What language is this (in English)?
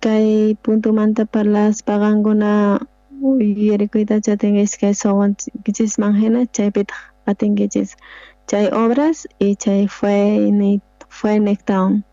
South Bolivian Quechua